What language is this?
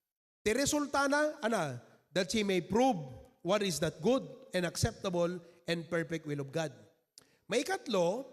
Iloko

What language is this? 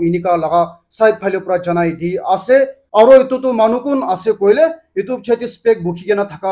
Naga Pidgin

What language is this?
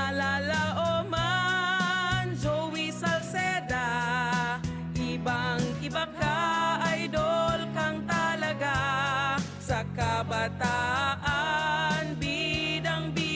Bikol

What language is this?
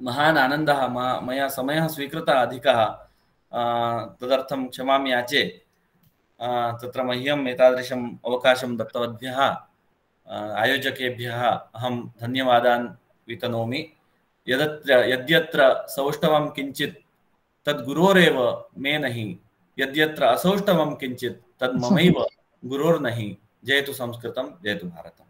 Sanskrit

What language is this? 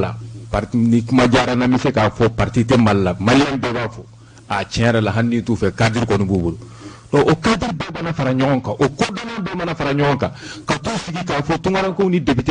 Bambara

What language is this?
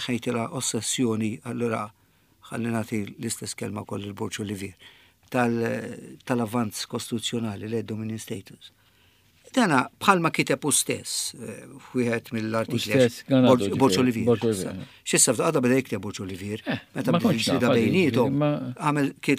Maltese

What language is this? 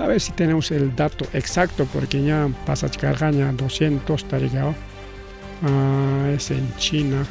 Ayacucho Quechua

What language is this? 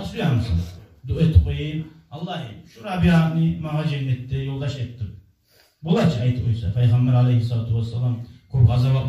Kumyk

